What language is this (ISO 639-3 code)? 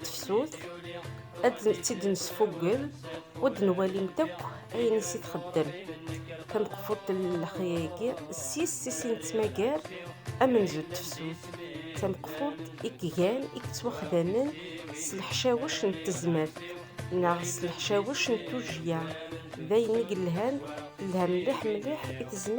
kab